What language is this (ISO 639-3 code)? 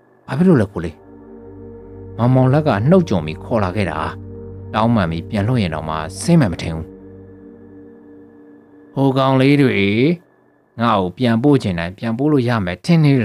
mya